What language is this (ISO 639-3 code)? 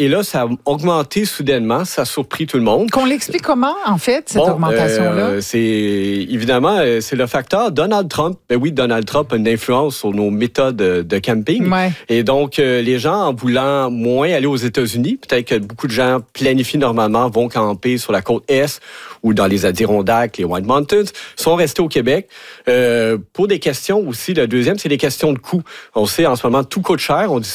fra